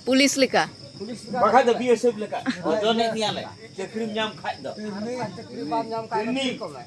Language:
Santali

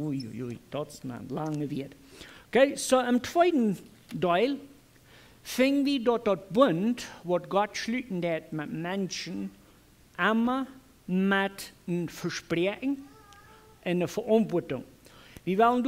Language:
Plautdietsch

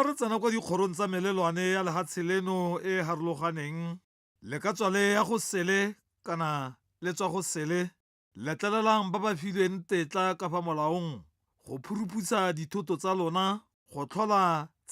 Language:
Tswana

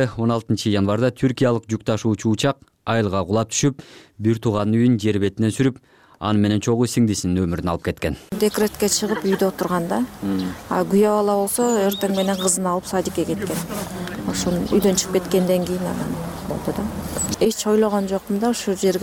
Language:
Kyrgyz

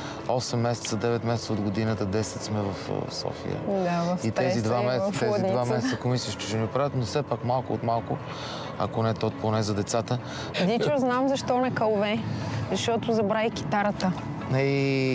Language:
Bulgarian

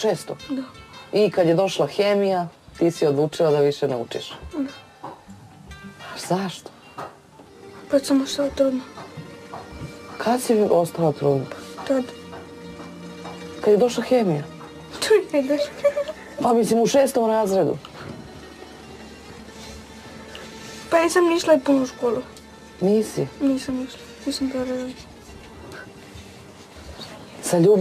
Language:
Serbian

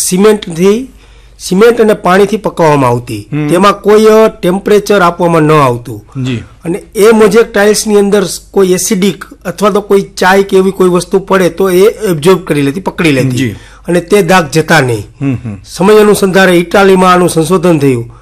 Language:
Gujarati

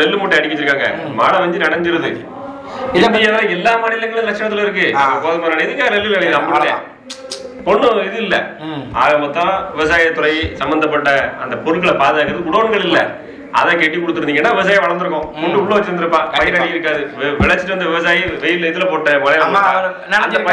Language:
Tamil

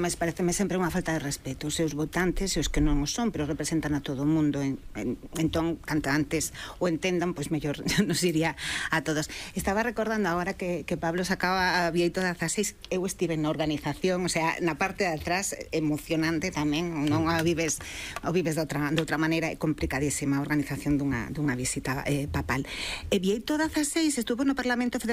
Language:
Galician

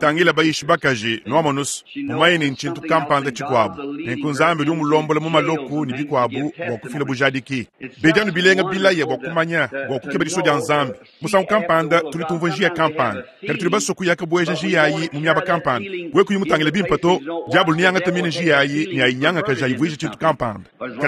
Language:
Luba-Lulua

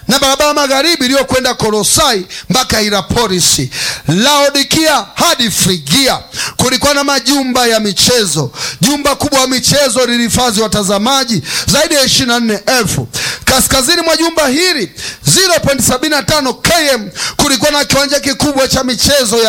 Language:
Swahili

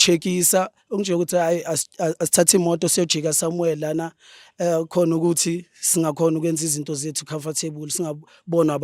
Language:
Zulu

